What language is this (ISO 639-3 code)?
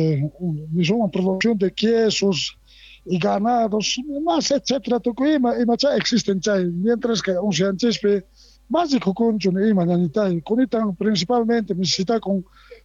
que